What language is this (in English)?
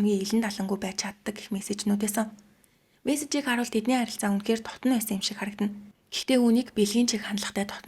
Mongolian